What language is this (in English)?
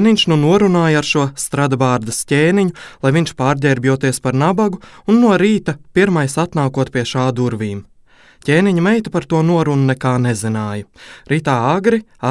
Latvian